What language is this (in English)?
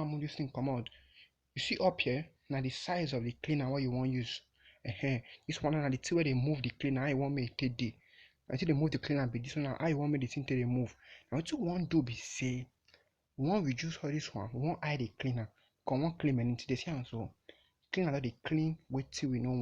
Nigerian Pidgin